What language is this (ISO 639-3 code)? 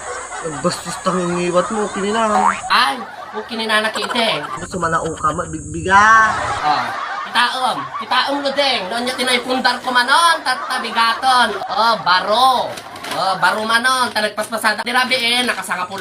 ilo